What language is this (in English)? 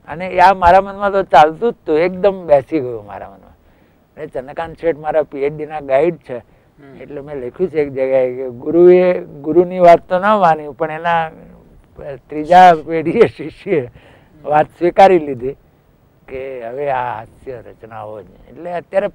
Gujarati